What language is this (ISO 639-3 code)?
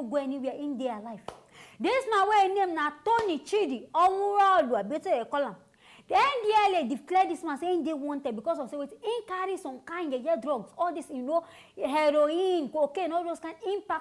pcm